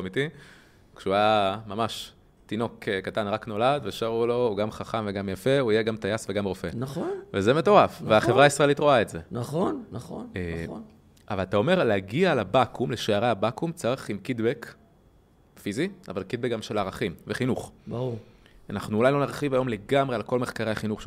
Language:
Hebrew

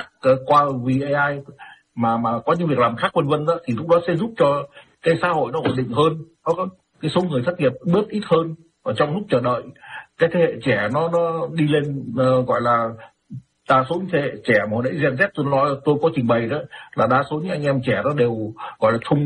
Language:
Vietnamese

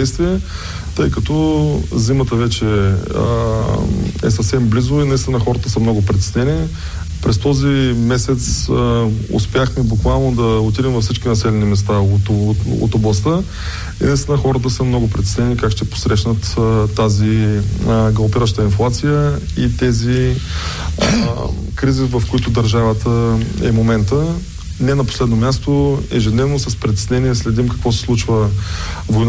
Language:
Bulgarian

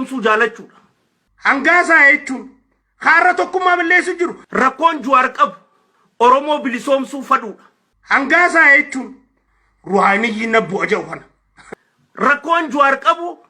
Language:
Oromo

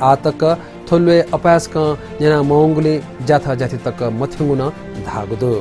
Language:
Newari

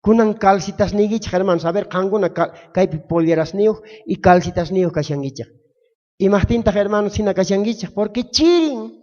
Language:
South Bolivian Quechua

